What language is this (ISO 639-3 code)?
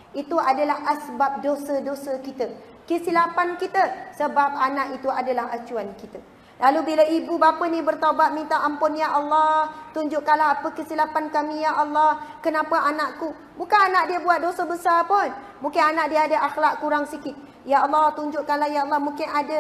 msa